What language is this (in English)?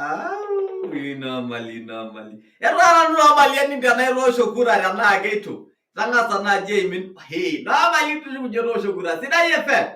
Masai